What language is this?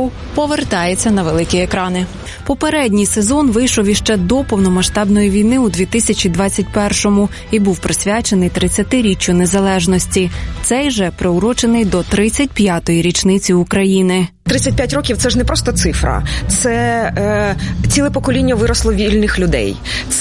Ukrainian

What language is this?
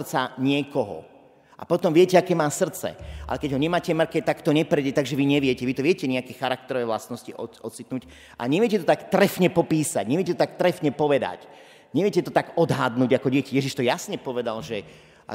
Slovak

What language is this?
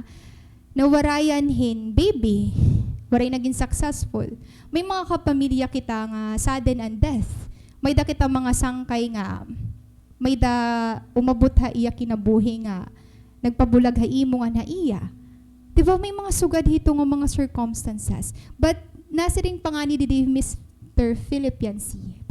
Waray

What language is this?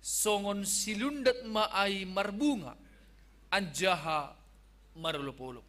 Batak Simalungun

